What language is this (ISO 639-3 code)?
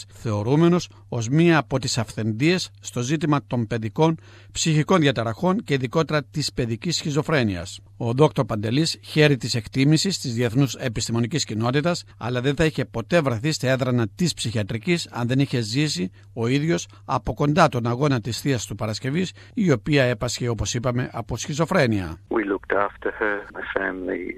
ell